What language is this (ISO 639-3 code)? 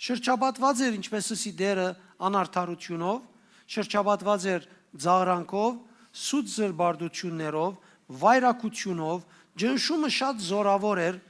hyw